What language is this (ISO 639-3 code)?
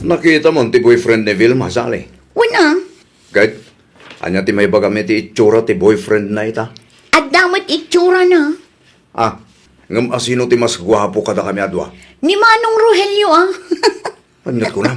ilo